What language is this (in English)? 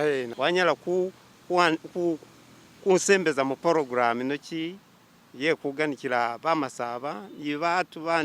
Masaaba